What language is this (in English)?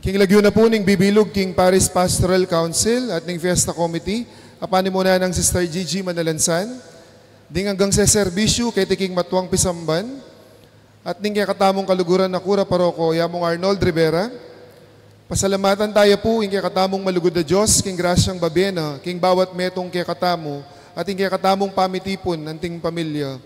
Pampanga